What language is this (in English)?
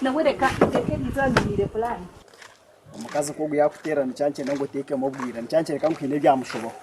Nyankole